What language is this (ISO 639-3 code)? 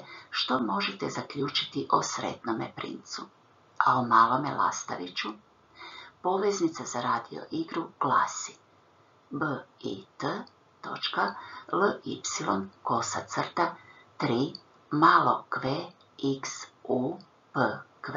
hrv